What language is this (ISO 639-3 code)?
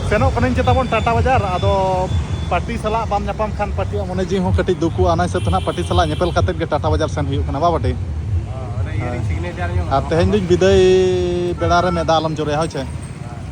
sat